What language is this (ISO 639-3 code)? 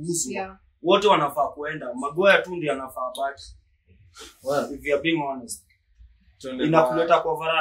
swa